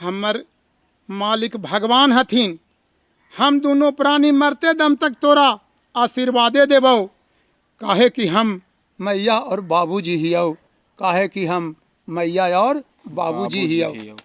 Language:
Magahi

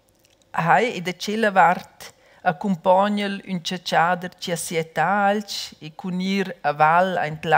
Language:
Romansh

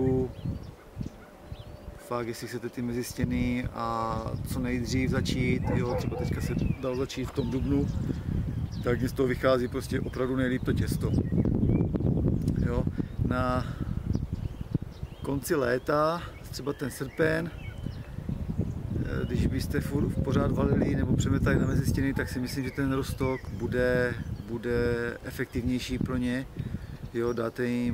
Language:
Czech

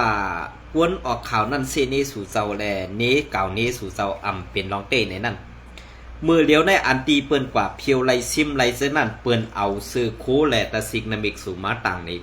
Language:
Shan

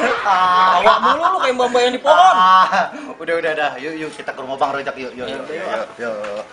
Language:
Betawi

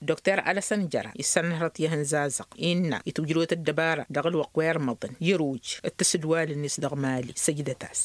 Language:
Tamasheq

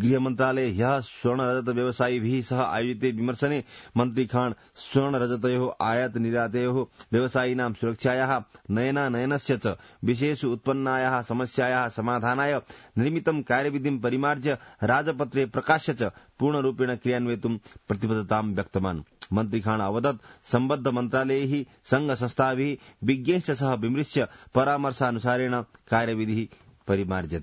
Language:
Sanskrit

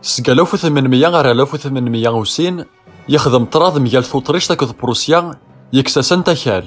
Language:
Kabyle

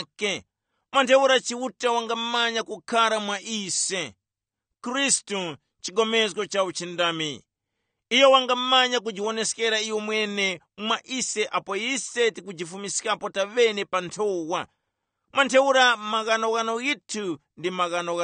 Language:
Tumbuka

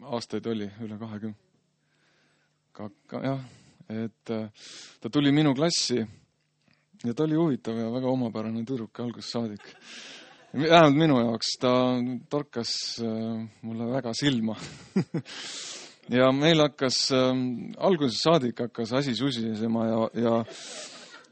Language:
Estonian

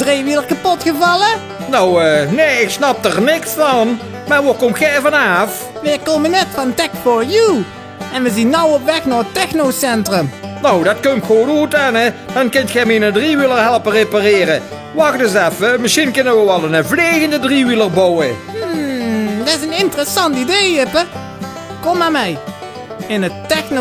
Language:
Limburgish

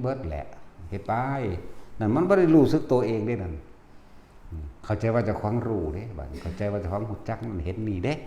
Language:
Northeastern Thai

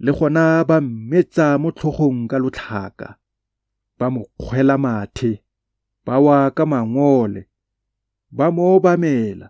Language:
Tswana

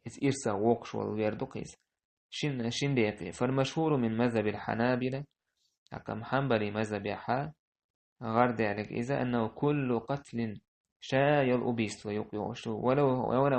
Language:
Chechen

